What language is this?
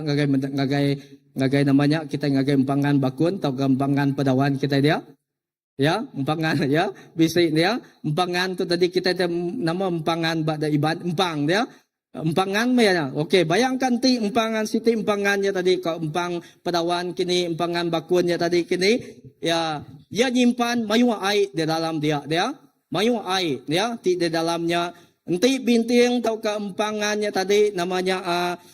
Iban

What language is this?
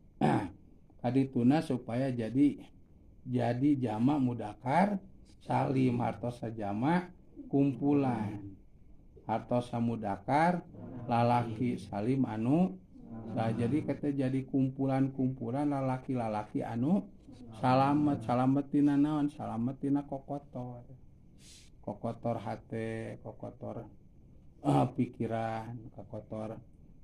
Sundanese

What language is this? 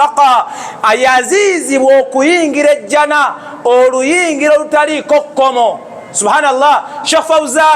Ganda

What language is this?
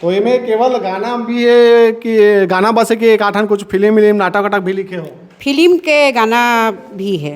Chhattisgarhi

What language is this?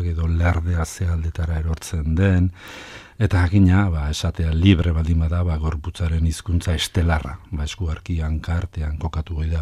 Basque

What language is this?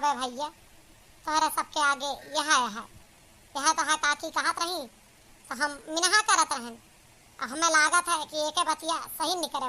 Awadhi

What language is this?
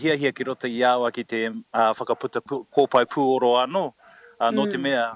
Māori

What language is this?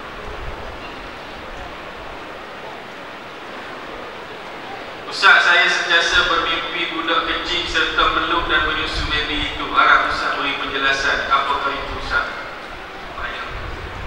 Malay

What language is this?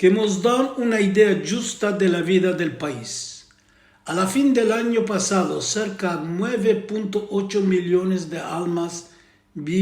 Ladino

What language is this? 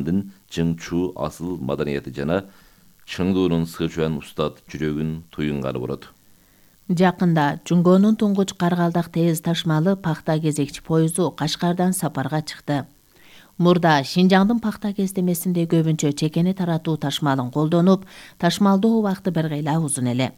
Kyrgyz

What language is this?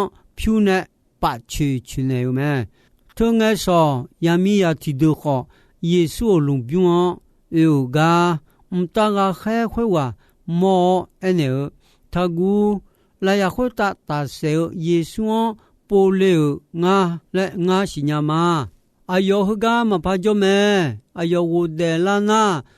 Akha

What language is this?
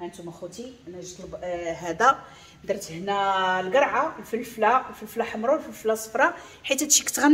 Moroccan Arabic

